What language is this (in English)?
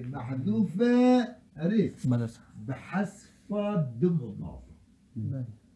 Kurdish